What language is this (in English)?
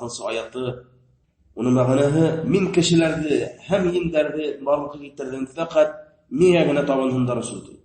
Bashkir